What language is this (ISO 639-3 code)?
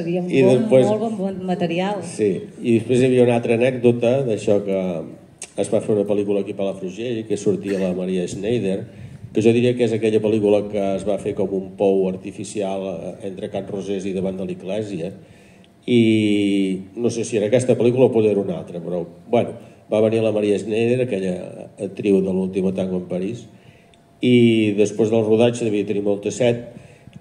cat